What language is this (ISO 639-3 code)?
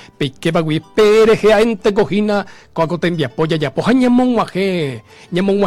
grn